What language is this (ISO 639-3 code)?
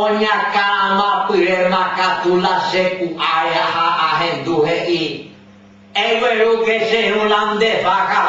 grn